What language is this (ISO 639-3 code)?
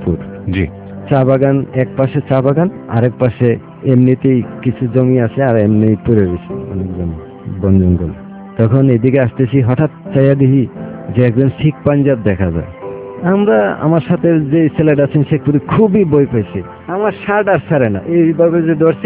ben